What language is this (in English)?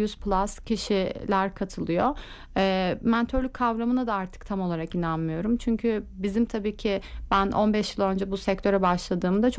Turkish